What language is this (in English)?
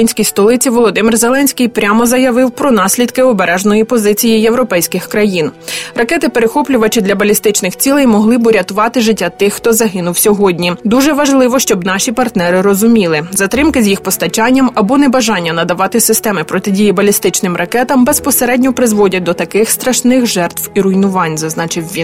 Ukrainian